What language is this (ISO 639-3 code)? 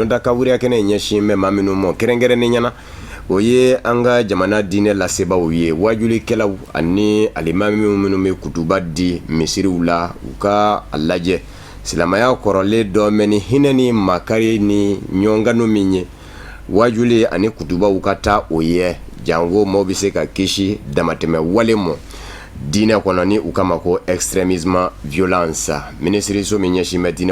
bam